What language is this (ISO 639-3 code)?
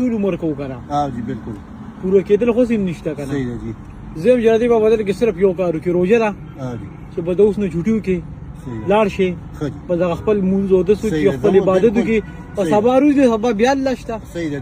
pus